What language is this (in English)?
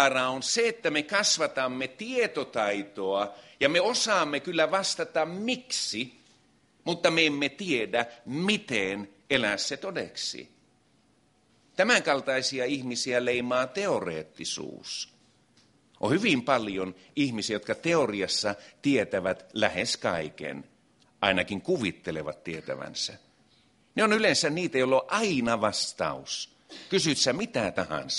Finnish